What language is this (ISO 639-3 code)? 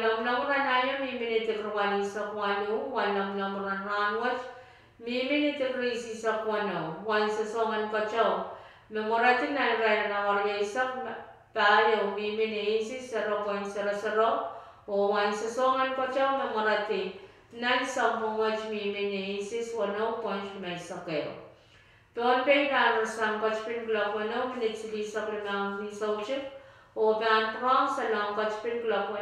pon